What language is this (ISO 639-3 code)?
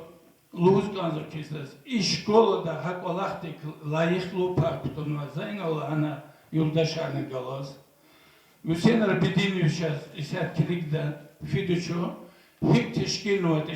lez